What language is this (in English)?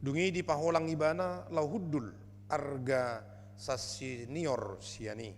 Batak Toba